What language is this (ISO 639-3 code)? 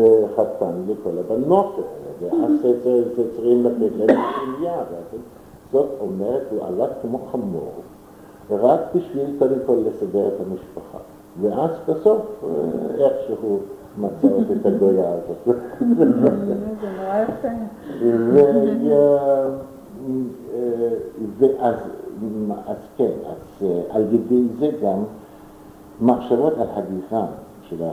heb